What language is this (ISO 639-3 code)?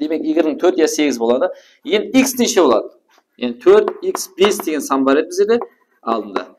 kaa